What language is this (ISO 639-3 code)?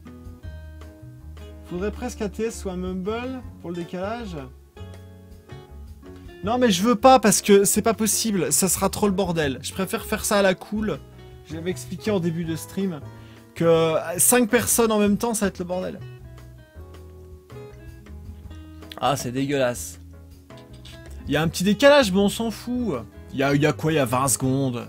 fra